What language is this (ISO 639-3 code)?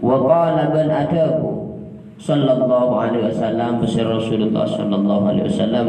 mad